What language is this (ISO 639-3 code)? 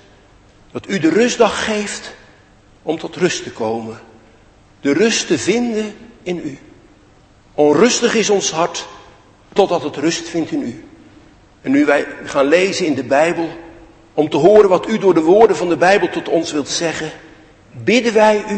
nld